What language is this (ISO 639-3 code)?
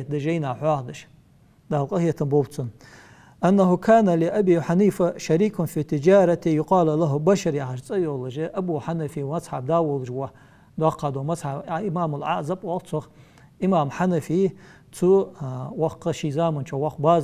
inh